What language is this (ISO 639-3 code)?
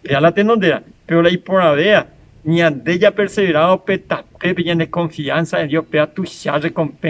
grn